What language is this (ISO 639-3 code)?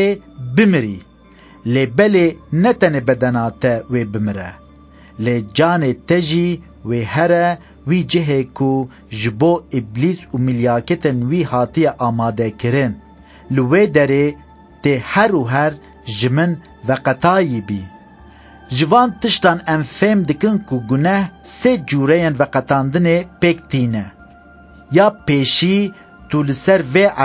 kur